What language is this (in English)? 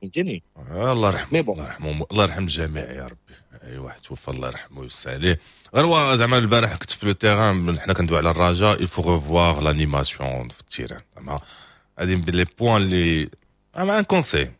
Moroccan Arabic